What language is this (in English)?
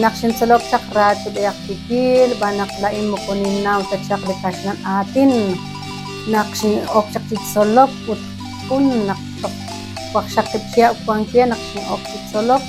Kekchí